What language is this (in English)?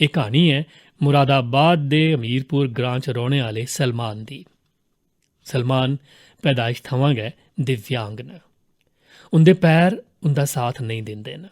Dogri